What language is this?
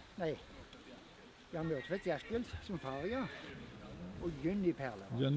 Norwegian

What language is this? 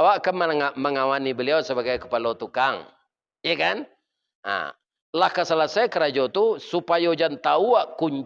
Minangkabau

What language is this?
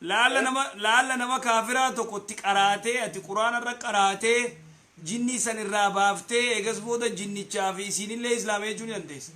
Oromo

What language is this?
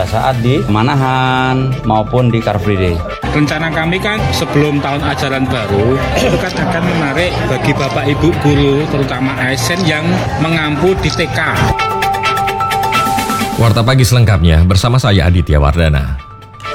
Indonesian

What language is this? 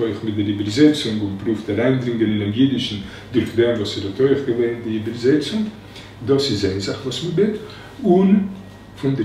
Yiddish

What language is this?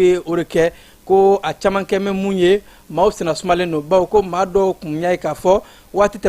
Bambara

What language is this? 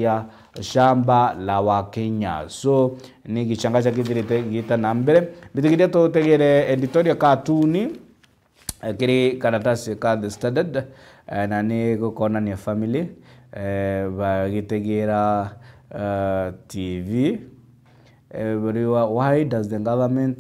Meru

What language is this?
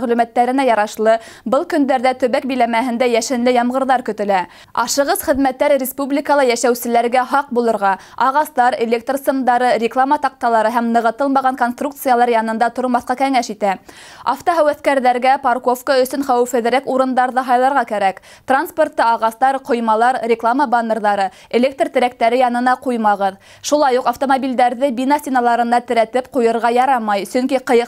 Bashkir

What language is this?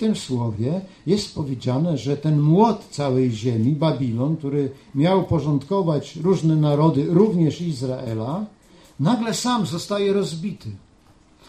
Polish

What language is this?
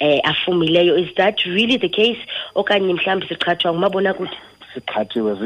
Xhosa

